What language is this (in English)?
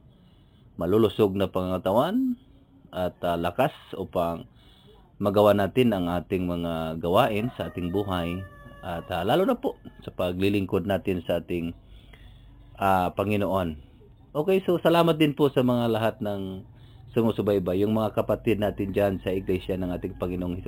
Filipino